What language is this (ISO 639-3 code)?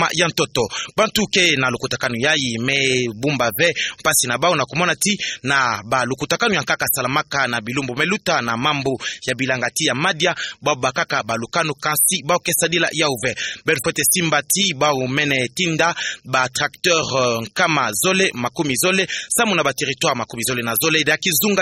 ktu